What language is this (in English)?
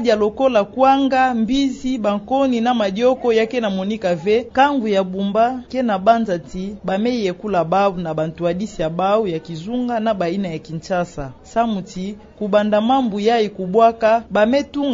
Kituba (Democratic Republic of Congo)